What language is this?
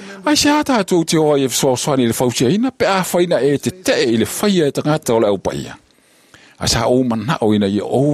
Samoan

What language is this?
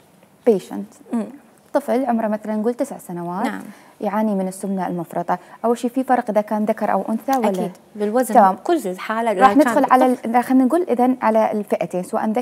Mesopotamian Arabic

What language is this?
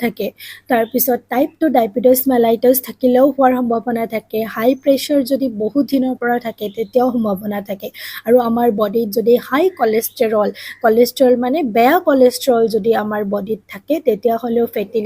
Assamese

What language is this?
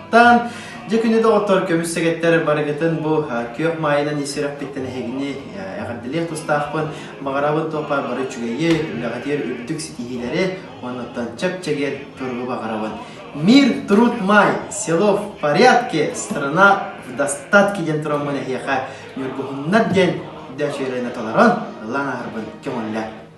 Yakut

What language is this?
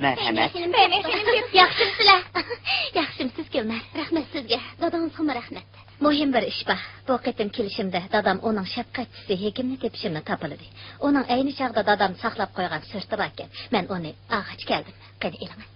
Uyghur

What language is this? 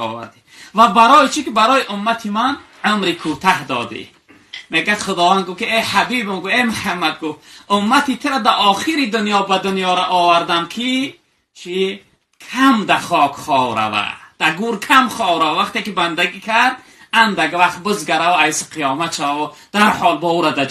Tajik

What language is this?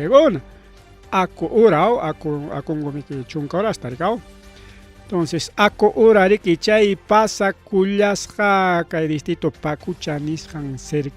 Ayacucho Quechua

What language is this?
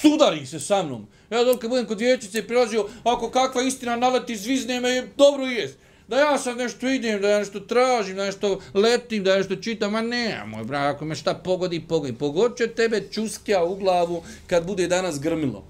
Bosnian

